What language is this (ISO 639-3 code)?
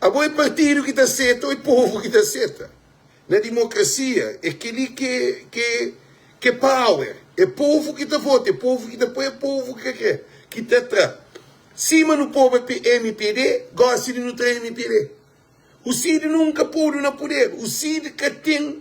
kea